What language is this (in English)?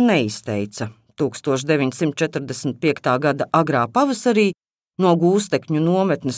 Latvian